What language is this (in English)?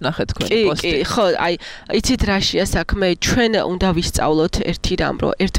Georgian